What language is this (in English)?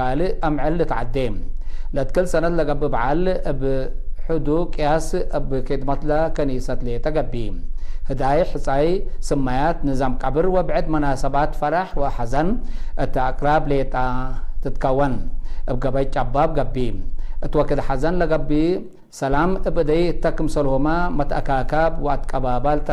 Tigre